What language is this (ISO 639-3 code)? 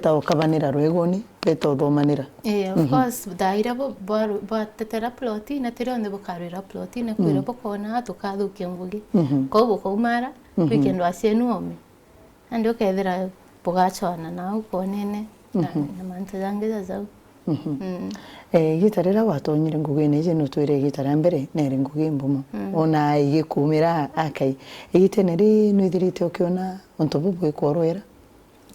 mer